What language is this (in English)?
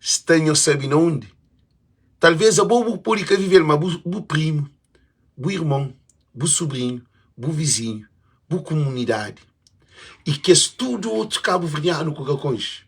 Kabuverdianu